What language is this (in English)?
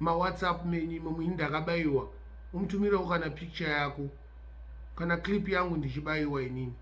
Shona